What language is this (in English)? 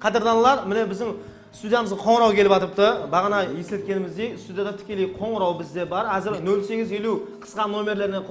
Kara-Kalpak